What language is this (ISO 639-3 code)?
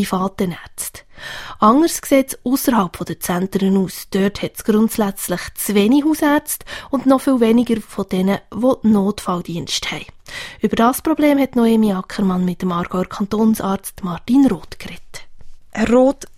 deu